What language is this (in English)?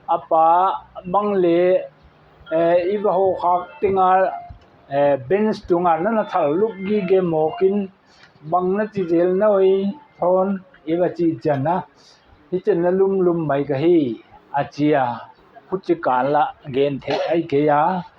Paite Chin